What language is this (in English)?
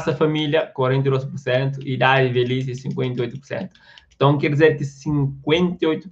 Kabuverdianu